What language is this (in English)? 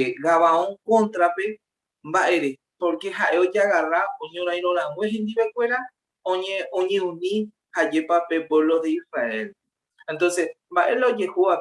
Guarani